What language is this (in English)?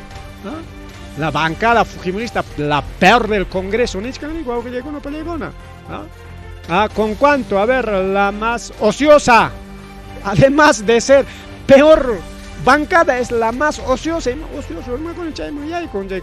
Ayacucho Quechua